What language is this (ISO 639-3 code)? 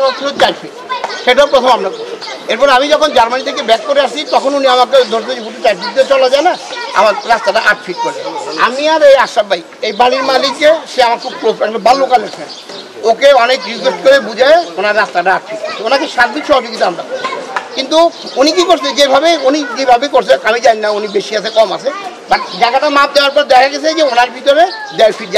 ben